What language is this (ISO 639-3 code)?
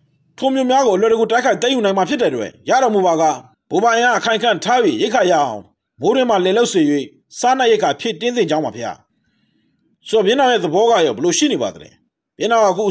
mya